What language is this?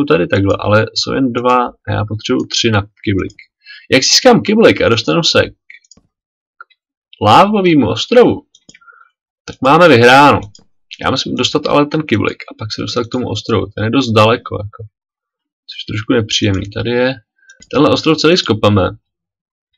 Czech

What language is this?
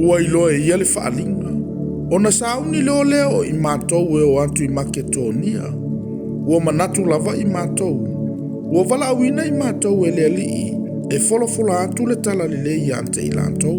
Samoan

